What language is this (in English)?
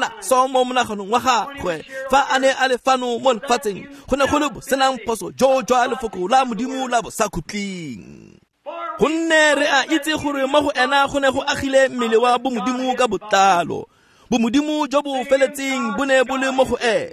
Tswana